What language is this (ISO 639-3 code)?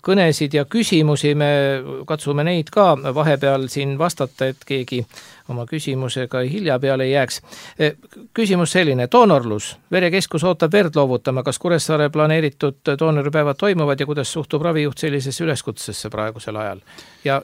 est